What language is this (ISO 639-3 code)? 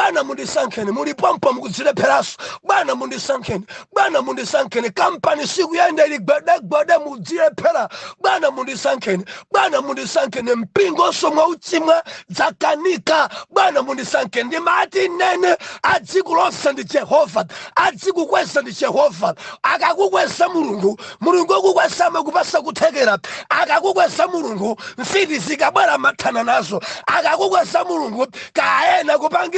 nya